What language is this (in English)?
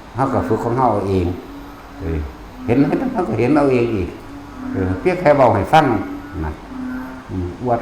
Northeastern Thai